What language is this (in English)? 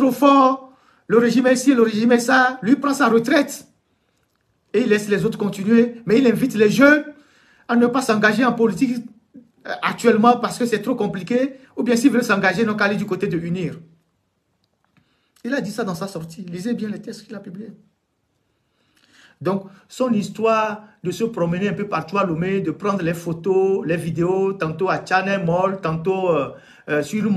French